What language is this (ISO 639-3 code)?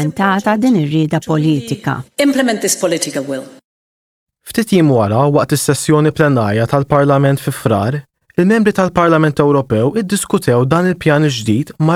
mlt